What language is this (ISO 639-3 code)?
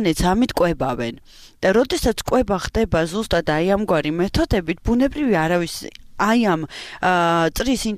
kat